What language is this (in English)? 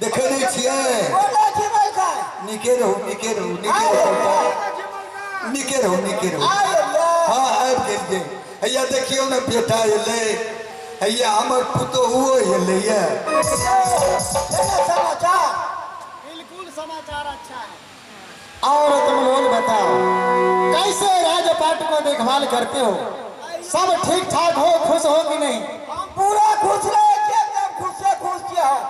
Maithili